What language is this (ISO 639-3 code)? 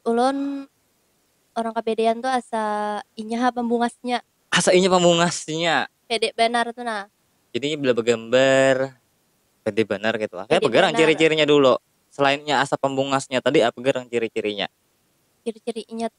bjn